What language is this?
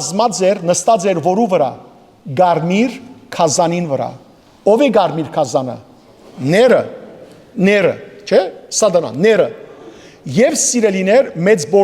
Western Armenian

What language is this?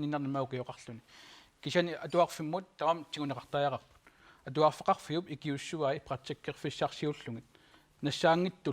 Kalaallisut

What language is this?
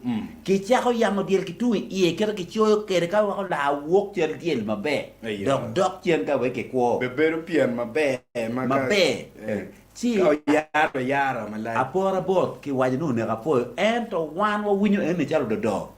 Acoli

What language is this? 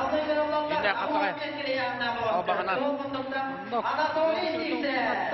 Yakut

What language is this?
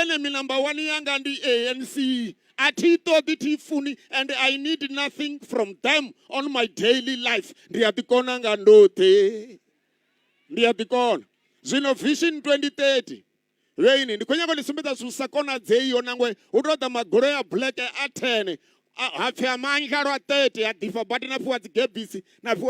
Venda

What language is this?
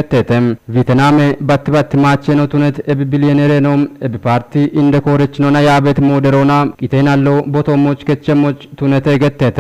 Kafa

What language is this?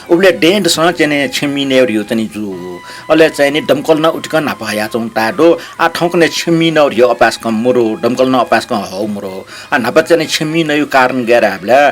Newari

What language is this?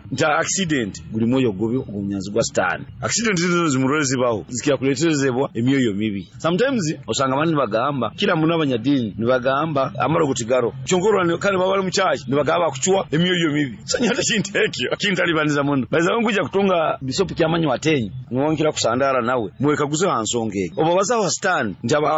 Nyoro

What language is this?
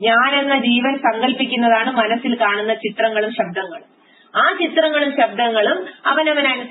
Malayalam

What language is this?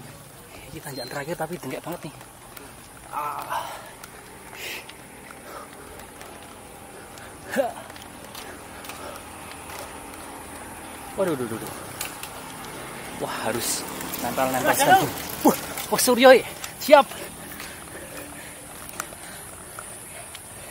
Indonesian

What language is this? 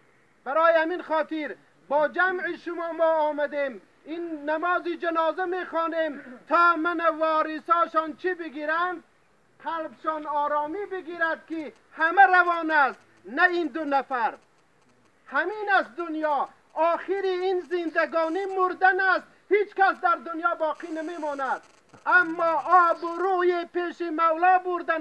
Tajik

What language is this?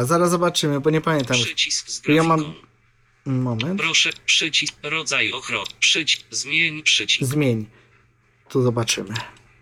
Polish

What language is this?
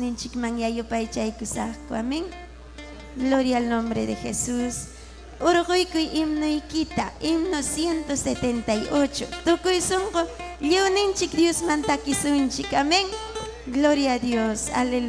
Ayacucho Quechua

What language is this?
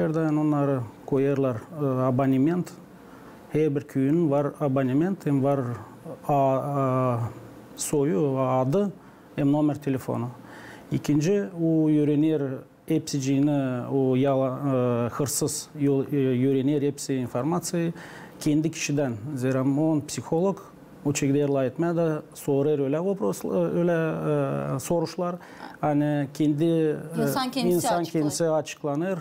Gagauz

